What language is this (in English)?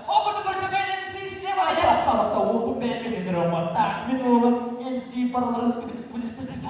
Yakut